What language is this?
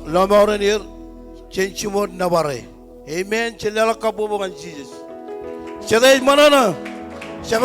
Marshallese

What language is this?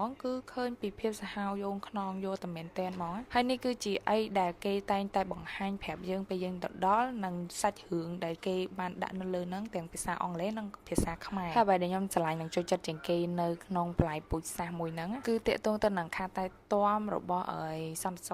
Khmer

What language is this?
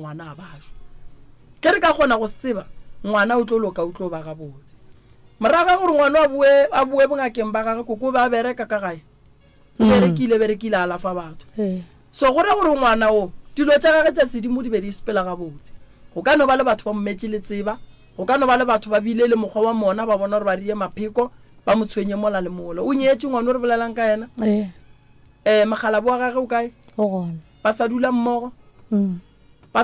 Northern Sotho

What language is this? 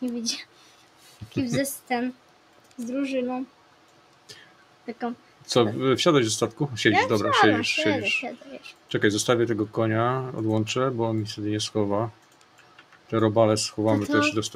Polish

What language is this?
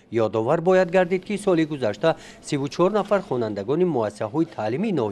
Tajik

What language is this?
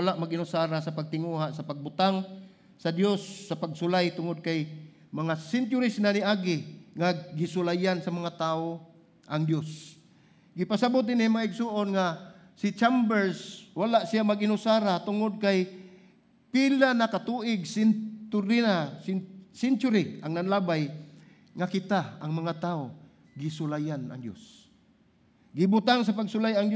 Cebuano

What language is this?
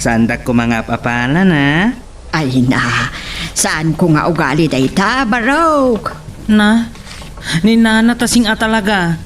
Iloko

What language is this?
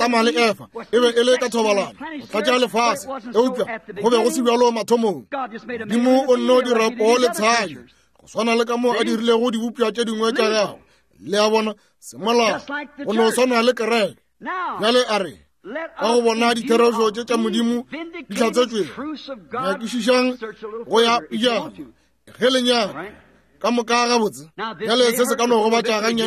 Northern Sotho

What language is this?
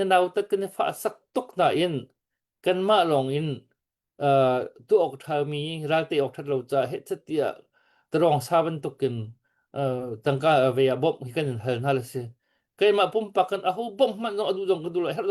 Hakha Chin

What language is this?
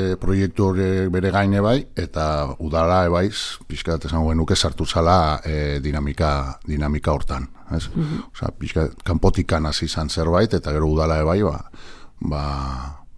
Basque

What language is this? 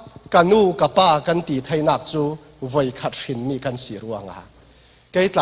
Falam Chin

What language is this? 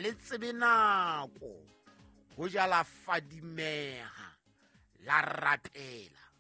Southern Sotho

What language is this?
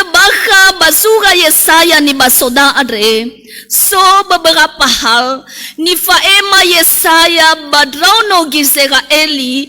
Nias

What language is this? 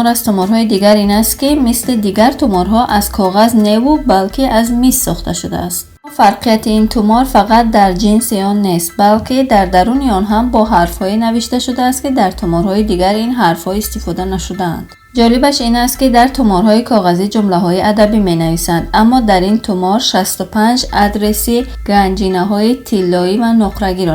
Tajik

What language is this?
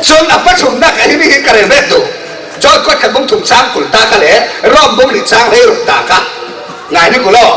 Falam Chin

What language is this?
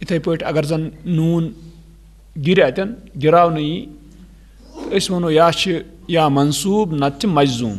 Kashmiri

